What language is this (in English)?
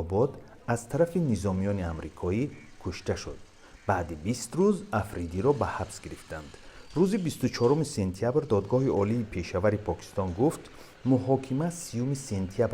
Tajik